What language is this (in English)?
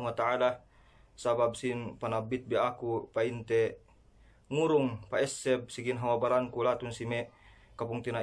Yakan